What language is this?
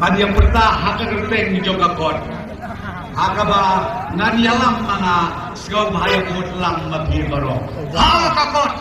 Khasi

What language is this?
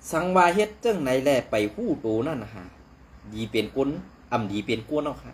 Shan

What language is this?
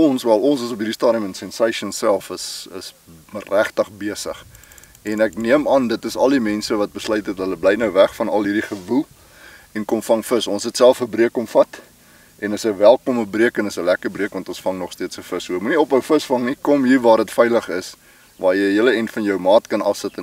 Afrikaans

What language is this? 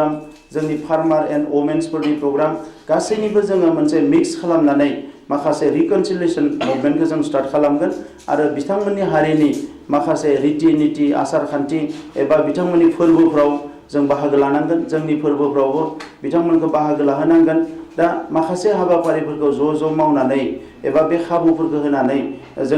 Bodo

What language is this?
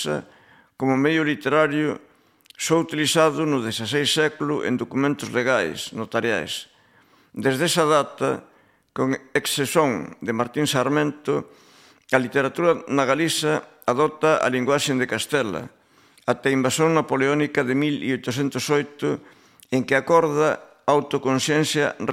Galician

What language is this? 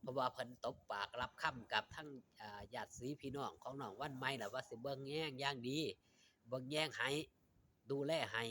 Lao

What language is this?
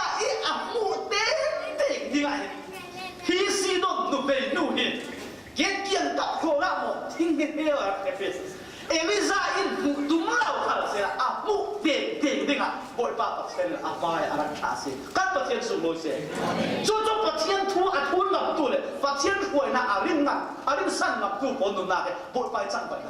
Falam Chin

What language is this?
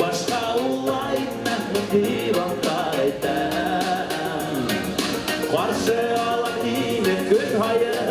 Bashkir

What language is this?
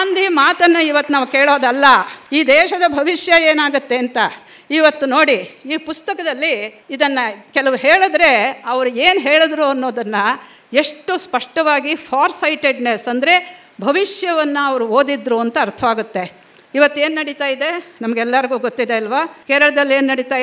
Kannada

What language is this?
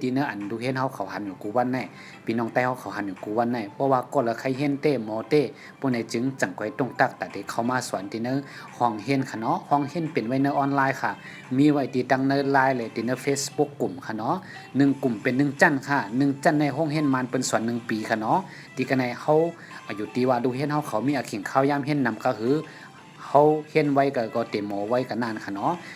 Shan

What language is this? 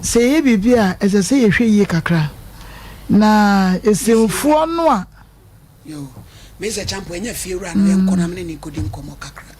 Akan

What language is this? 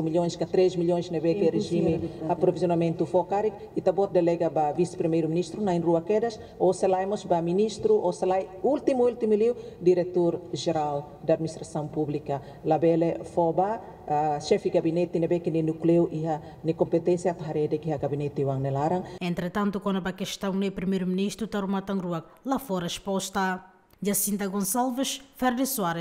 Tetum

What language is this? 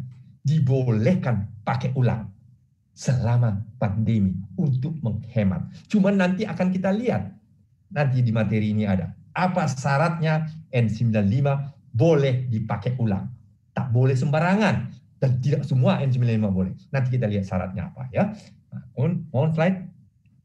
Indonesian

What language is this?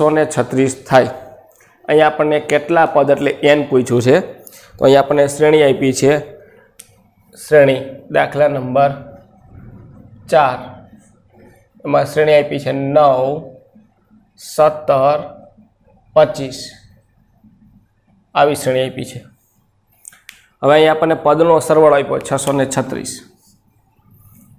Gujarati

